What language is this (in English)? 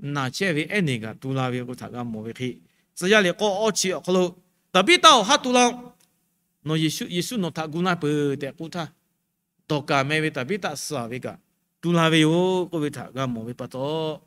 Lahu